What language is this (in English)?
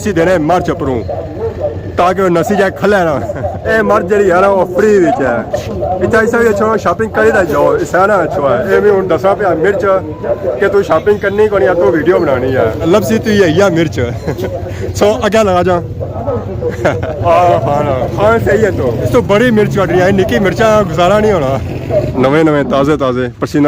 Pahari-Potwari